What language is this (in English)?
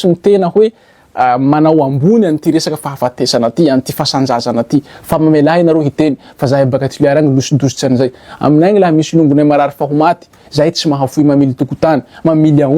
Malagasy